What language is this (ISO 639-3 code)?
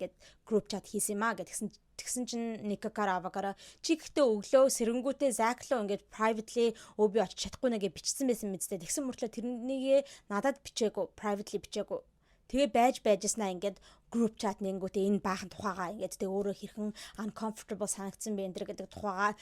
mon